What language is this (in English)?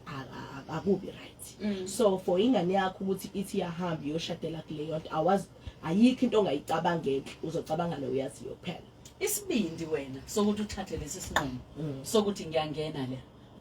Zulu